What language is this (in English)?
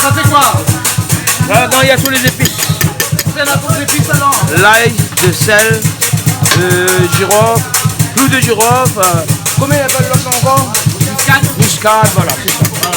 Réunion Creole French